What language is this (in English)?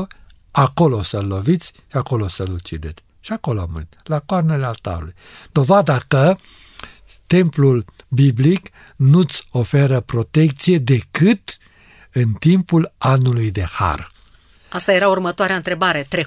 Romanian